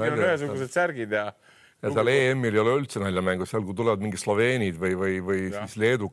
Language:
Estonian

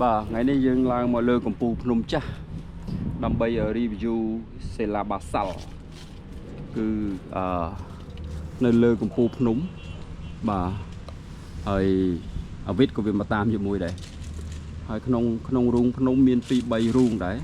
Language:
Khmer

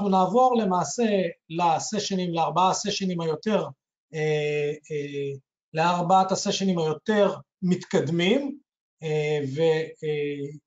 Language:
Hebrew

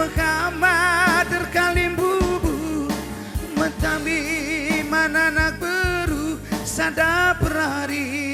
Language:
Batak Karo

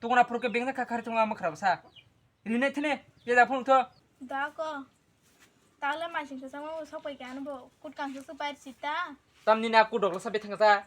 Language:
Kok Borok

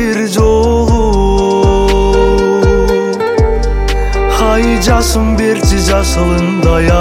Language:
Kazakh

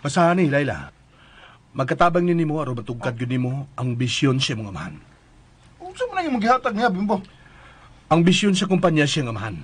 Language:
Cebuano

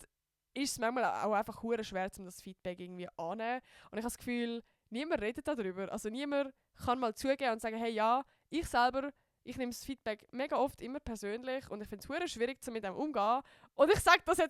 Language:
Swiss German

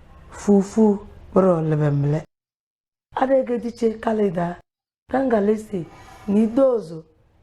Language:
Tem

